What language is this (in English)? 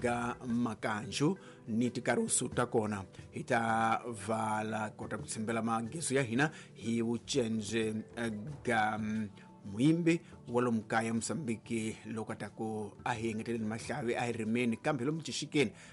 Tsonga